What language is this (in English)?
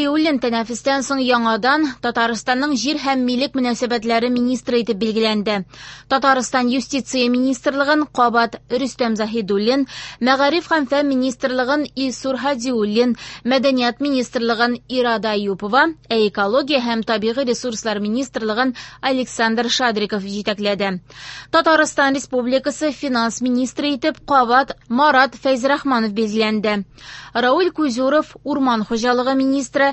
Tatar